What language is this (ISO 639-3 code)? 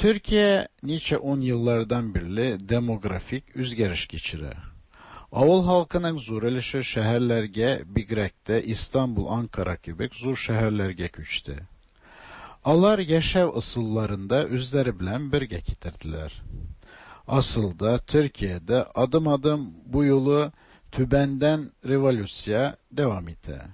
tat